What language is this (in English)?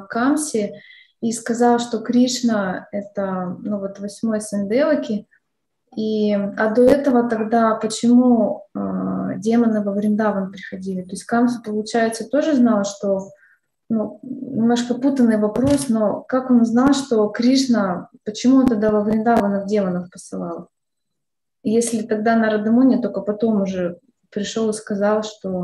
Russian